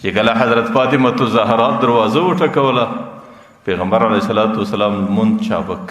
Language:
Pashto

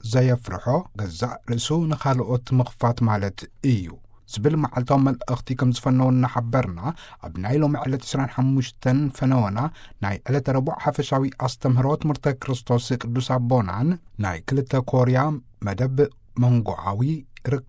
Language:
Tigrinya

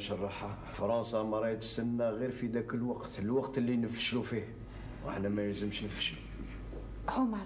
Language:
Algerian Arabic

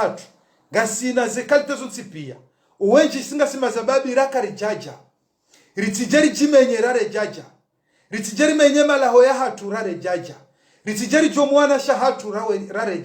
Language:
Ngazidja Comorian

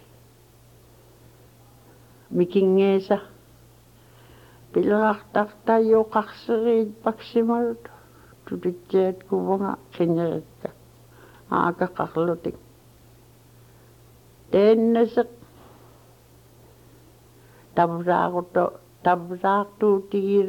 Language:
Inupiaq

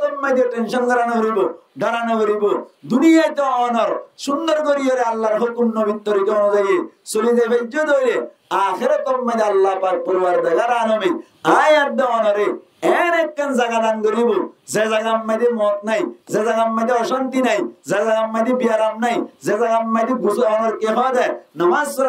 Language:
Rohingya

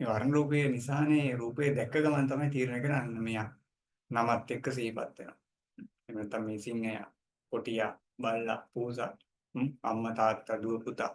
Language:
Sinhala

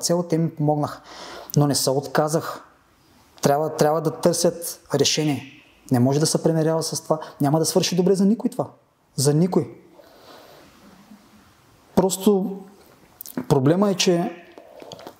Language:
Bulgarian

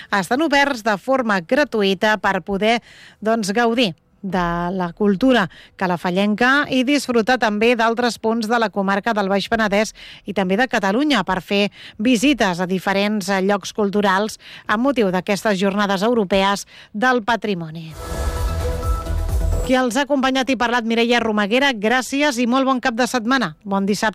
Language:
Catalan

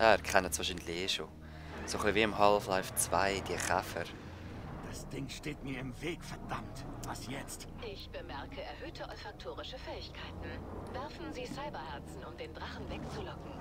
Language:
Swiss German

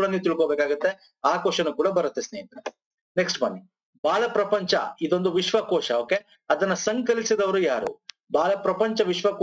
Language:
Kannada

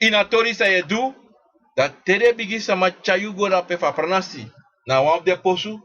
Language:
Sranan Tongo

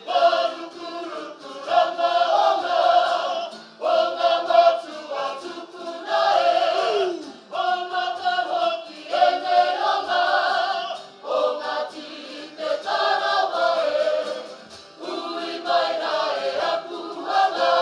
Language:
Māori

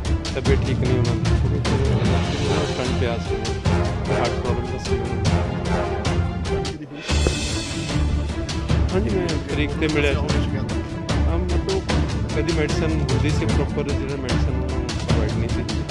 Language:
Punjabi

